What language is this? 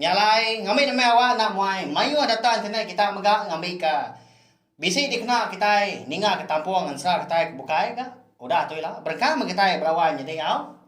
Iban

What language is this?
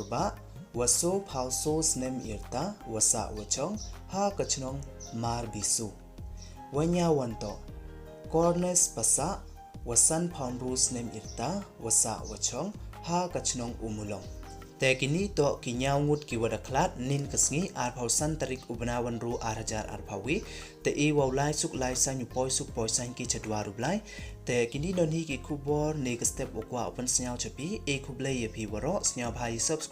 Pnar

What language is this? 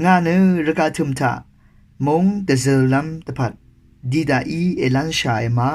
Rawang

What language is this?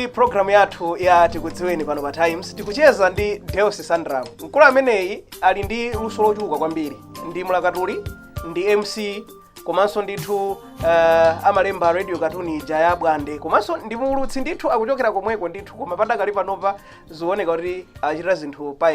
Nyanja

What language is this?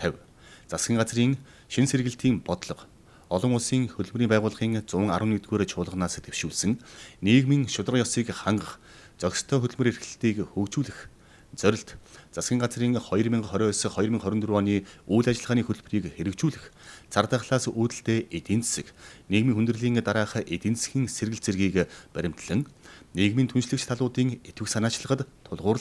Mongolian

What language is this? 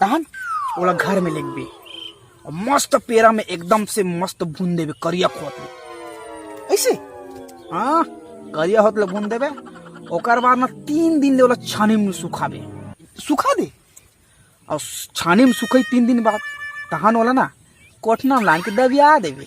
Chhattisgarhi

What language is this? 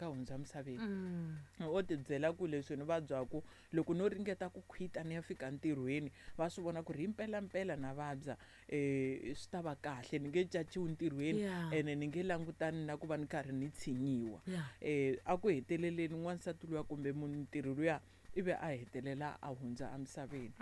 Tsonga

